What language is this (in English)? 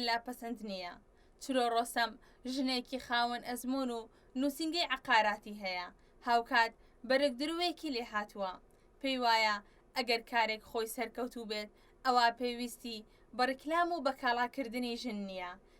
Central Kurdish